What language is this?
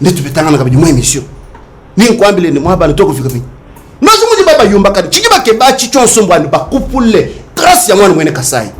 Luba-Lulua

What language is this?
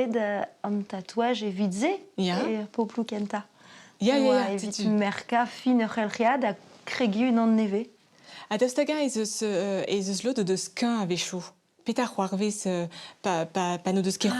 Breton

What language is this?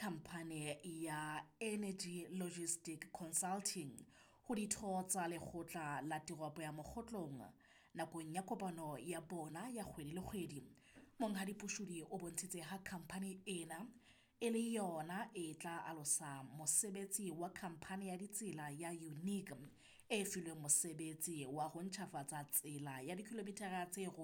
Southern Sotho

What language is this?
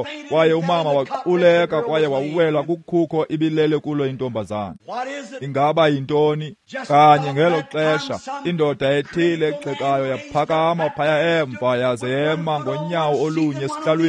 Xhosa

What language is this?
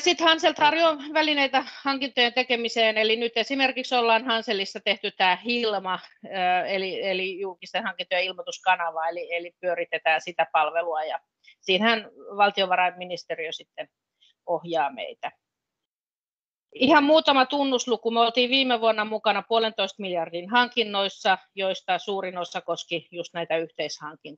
Finnish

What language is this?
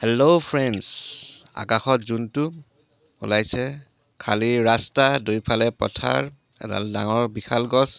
Assamese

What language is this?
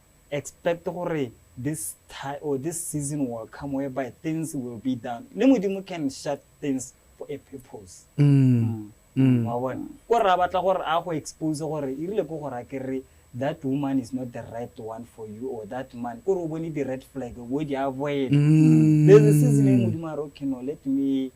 Tswana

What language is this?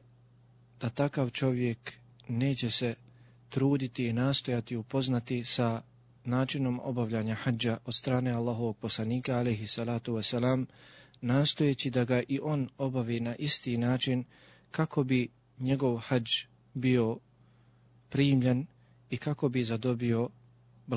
Bosnian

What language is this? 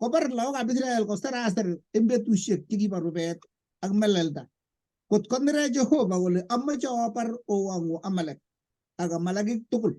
Kalenjin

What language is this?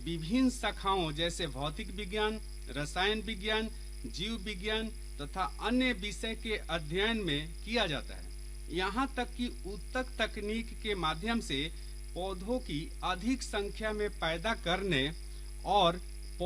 Hindi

